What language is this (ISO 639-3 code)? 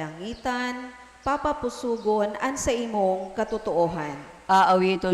bik